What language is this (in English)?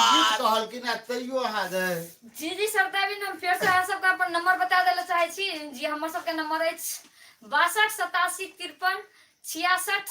Maithili